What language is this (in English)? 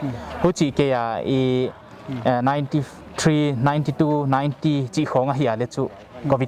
Paite Chin